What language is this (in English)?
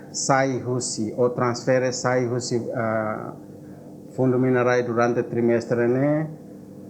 Tetum